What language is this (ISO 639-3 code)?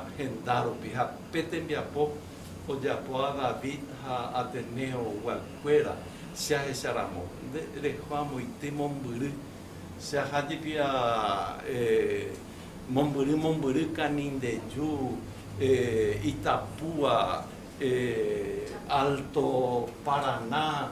grn